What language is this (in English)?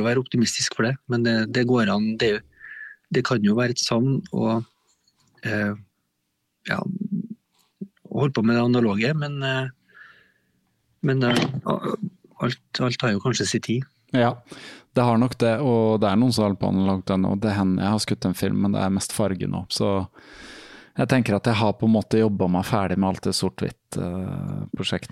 Norwegian